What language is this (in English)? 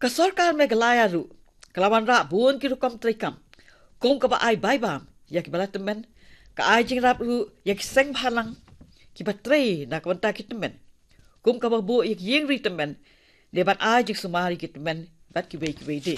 Khasi